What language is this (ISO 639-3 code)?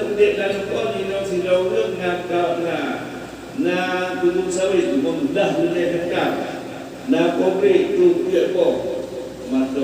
ace